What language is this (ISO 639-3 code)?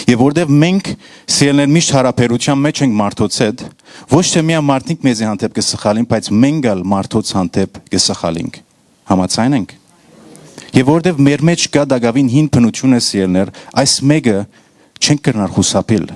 hyw